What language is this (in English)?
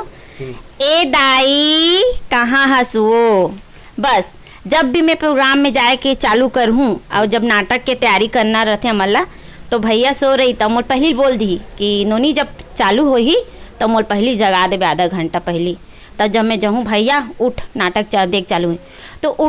Chhattisgarhi